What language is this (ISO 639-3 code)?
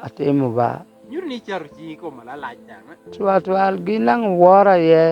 laj